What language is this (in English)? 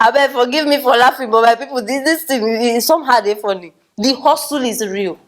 Nigerian Pidgin